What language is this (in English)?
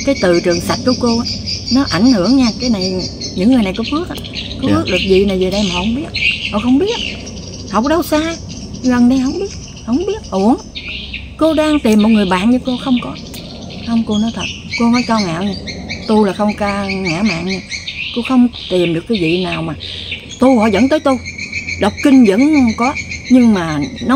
Vietnamese